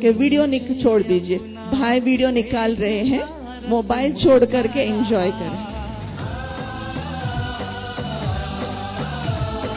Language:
Hindi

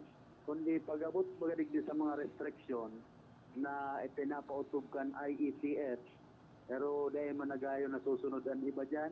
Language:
Bikol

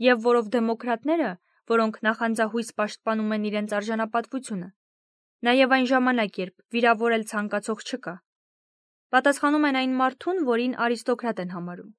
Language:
Armenian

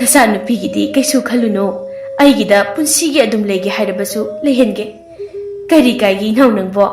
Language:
Manipuri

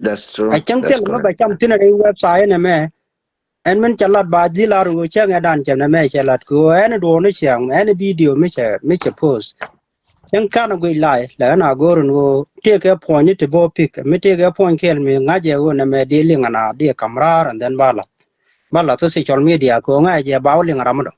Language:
Nuer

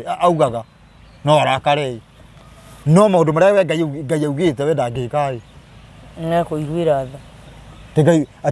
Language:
Kikuyu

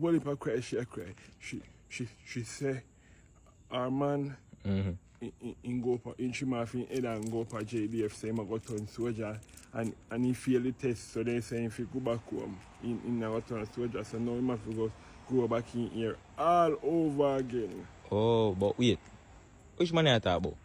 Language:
Jamaican Creole English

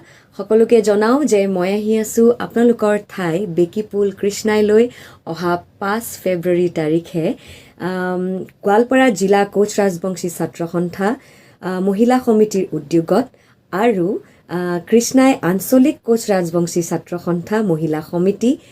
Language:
Assamese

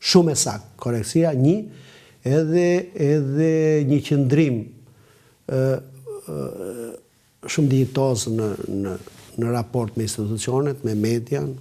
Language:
Albanian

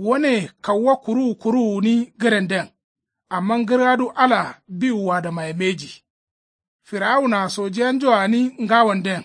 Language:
Kanuri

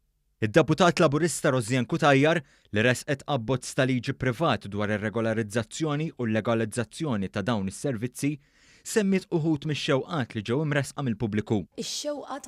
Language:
Maltese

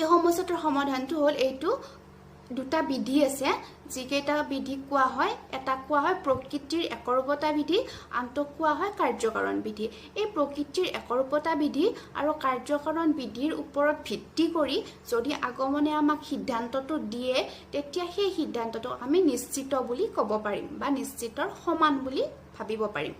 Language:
Assamese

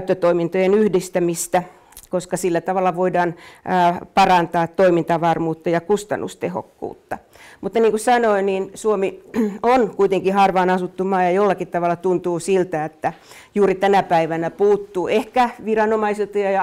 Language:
Finnish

